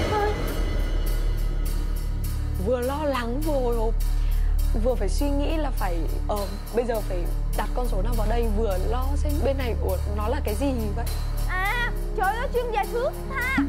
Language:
Vietnamese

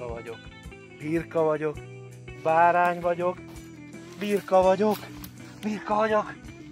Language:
Hungarian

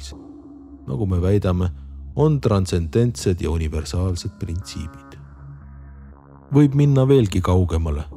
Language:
Estonian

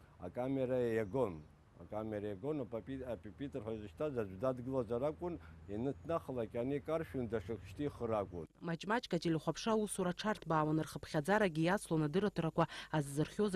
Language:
Abkhazian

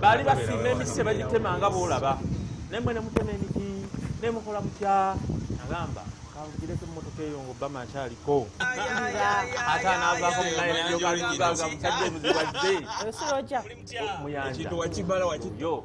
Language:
Ganda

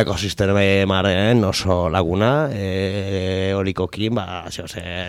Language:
Basque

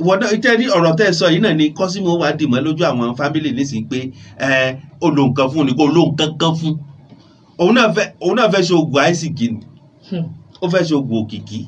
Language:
Yoruba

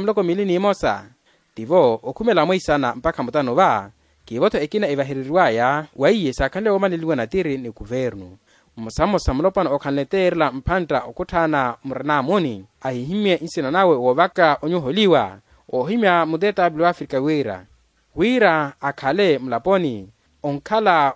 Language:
Makhuwa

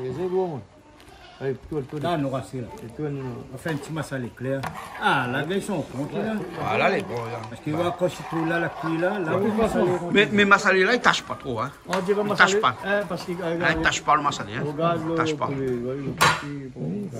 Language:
Réunion Creole French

